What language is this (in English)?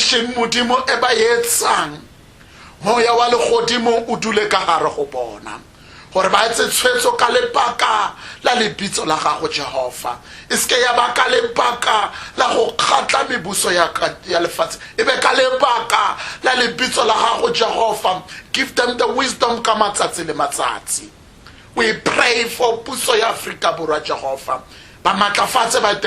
Tswana